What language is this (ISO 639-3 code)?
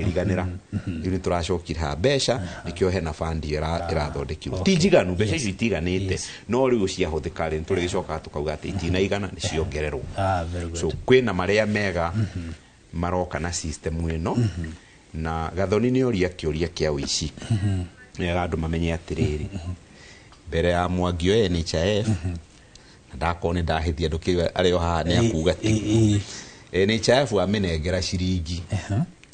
kik